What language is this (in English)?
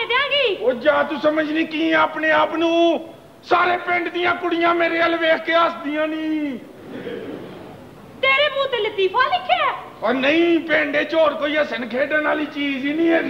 Punjabi